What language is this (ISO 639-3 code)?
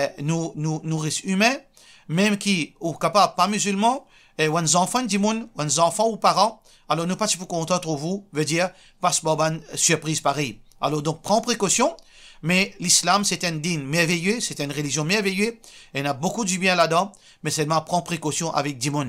mfe